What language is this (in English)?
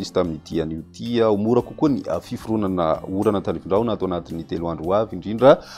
Malagasy